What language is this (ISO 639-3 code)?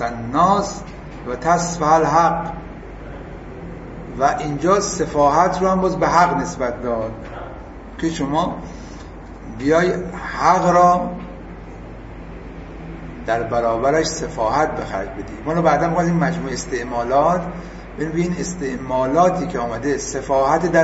fas